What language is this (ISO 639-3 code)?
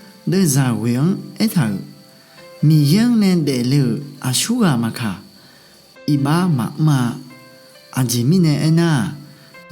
ahk